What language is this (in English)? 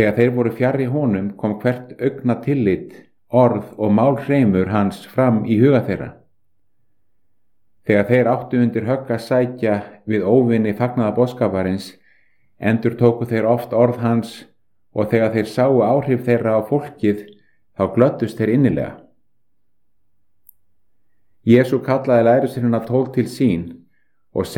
Icelandic